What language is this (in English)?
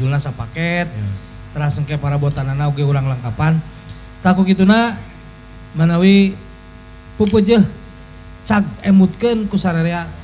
Sundanese